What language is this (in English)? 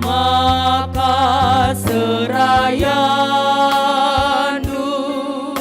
Batak Karo